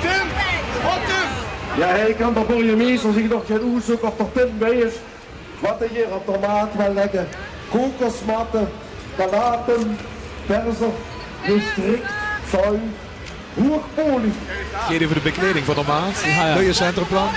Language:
Limburgish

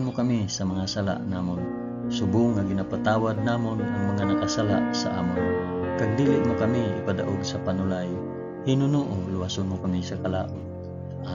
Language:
Hiligaynon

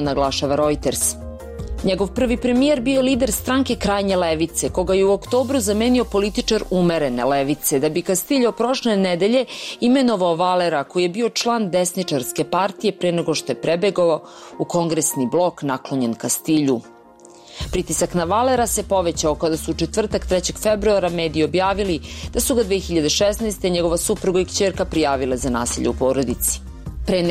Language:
Serbian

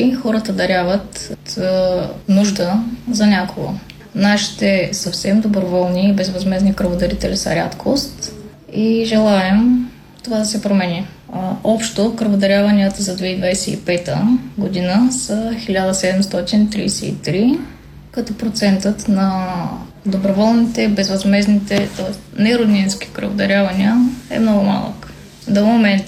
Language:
Bulgarian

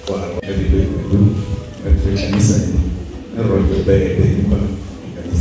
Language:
Acoli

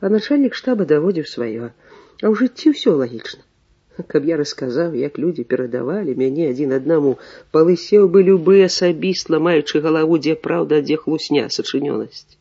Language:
Belarusian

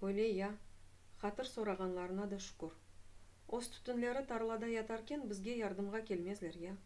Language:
Crimean Tatar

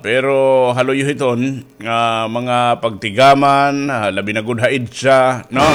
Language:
Waray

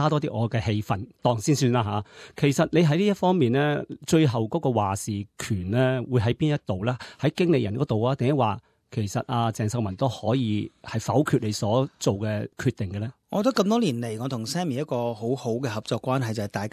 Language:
Cantonese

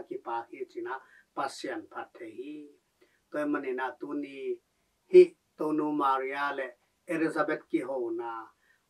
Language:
Tedim Chin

